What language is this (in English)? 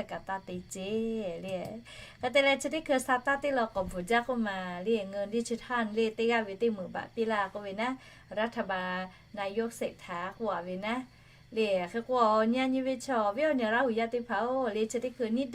Lahu